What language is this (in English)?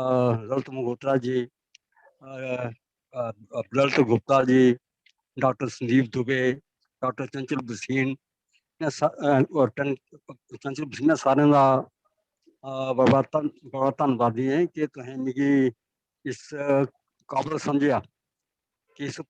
Dogri